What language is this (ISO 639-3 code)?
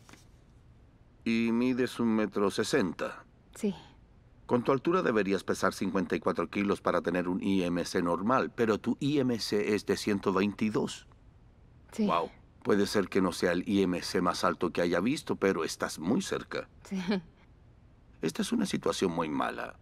spa